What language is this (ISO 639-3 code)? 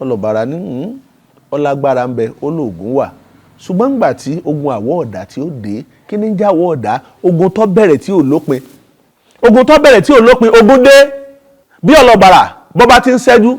yor